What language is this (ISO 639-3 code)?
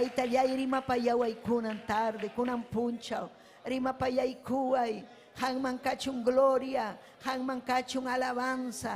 quy